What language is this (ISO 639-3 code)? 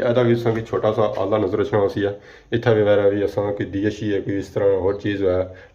phr